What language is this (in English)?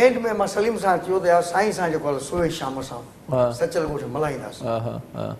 Sindhi